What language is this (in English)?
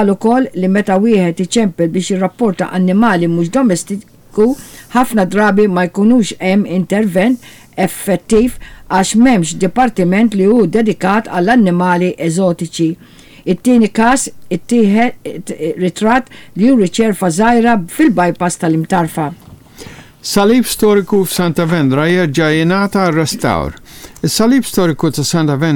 Maltese